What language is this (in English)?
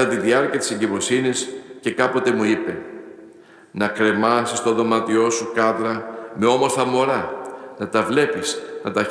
Greek